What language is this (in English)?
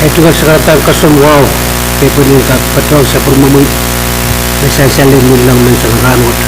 Pohnpeian